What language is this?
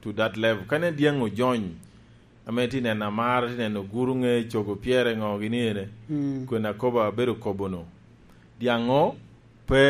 Lango (Uganda)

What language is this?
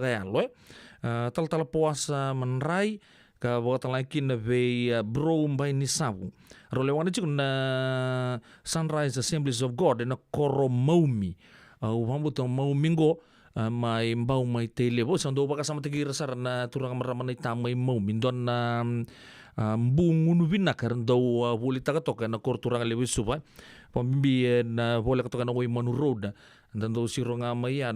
Fijian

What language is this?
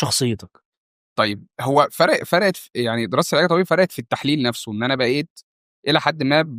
Egyptian Arabic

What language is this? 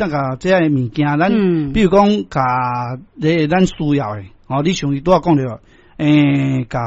Min Nan Chinese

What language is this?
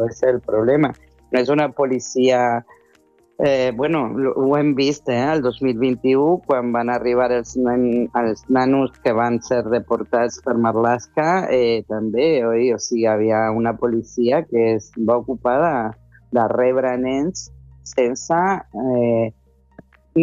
Catalan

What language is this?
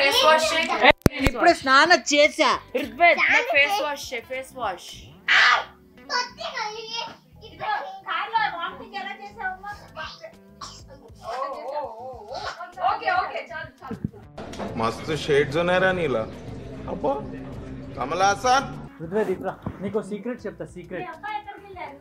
Telugu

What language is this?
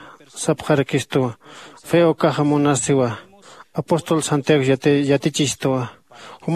Aymara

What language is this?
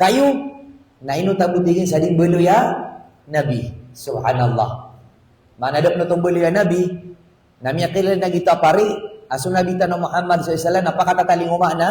Maranao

